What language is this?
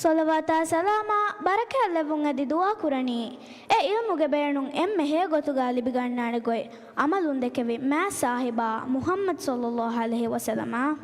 Divehi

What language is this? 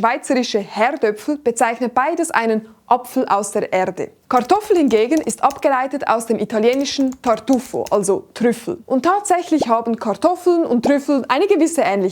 Swiss German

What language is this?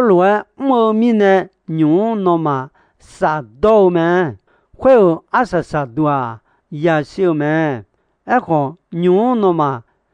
Akha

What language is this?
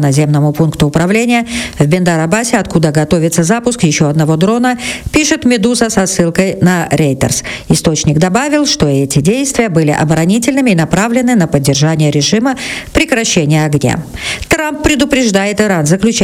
Russian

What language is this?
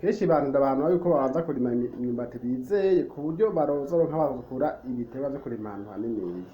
Rundi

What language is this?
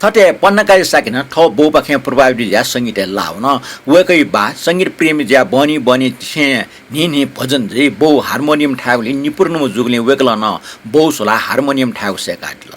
Newari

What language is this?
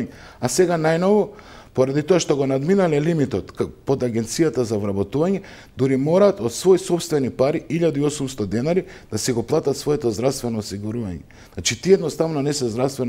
Macedonian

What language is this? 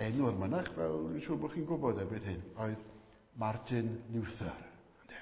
Welsh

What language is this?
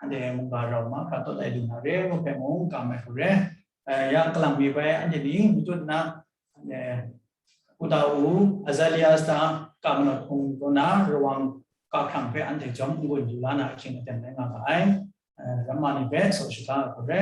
Kachin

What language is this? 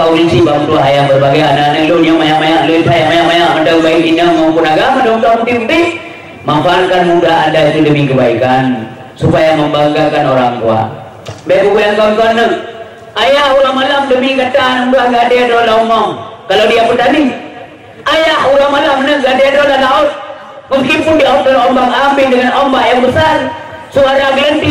Achinese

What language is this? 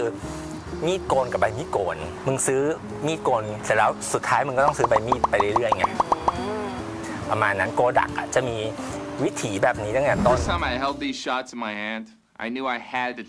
Thai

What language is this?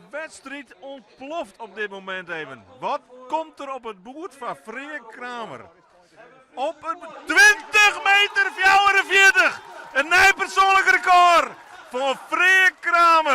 Western Frisian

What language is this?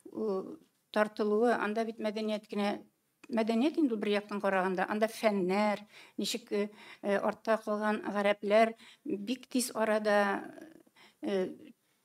Tatar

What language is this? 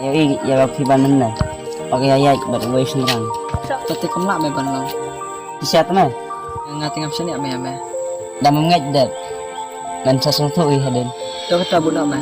Khasi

